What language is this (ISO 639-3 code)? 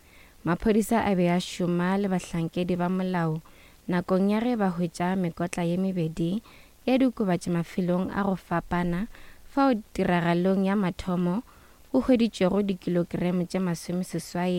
nso